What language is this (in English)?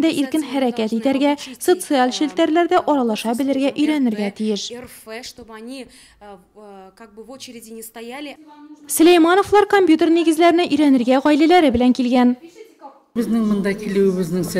Tatar